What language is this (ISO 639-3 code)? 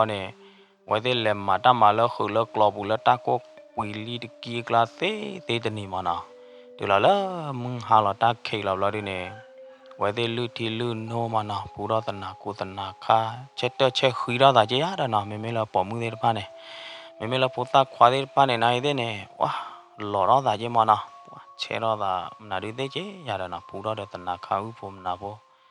ksw